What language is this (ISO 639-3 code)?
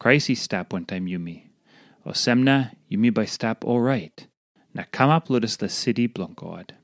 tpi